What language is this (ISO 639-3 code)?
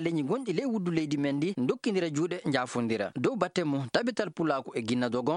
ffm